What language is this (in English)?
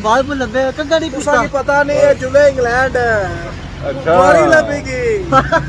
Pahari-Potwari